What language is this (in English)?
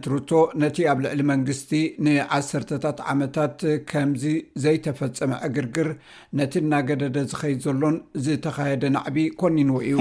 Tigrinya